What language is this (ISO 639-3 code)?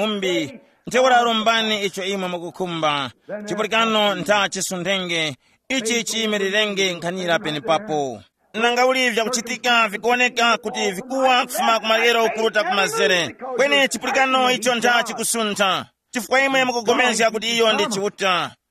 tum